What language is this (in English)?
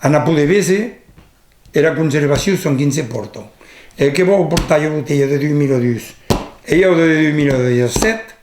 Occitan